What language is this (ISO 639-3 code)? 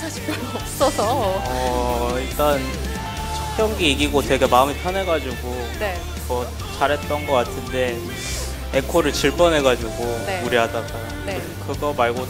kor